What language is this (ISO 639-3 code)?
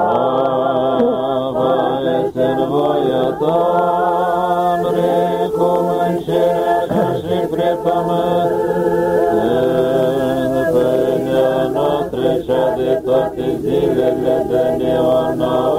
ron